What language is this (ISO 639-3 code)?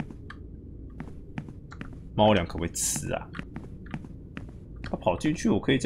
zho